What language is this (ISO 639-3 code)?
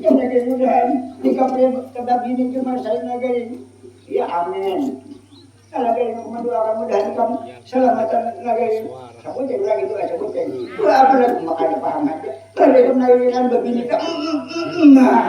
bjn